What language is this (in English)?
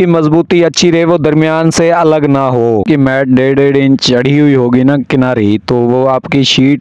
Hindi